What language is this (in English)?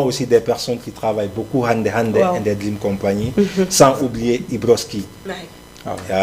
Fula